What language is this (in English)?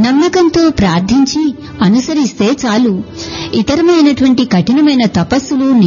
Telugu